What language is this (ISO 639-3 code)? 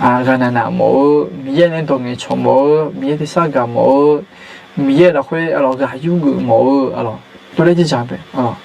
ahk